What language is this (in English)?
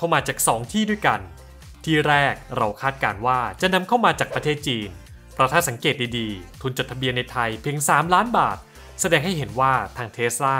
Thai